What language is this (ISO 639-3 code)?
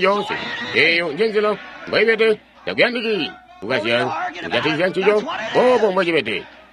toi